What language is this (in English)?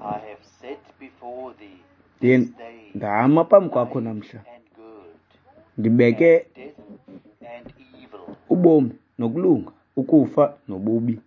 Xhosa